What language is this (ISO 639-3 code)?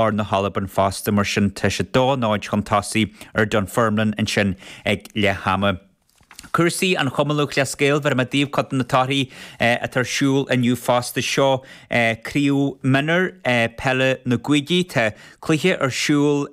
gle